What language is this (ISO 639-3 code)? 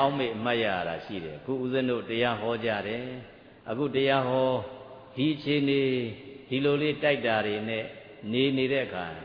mya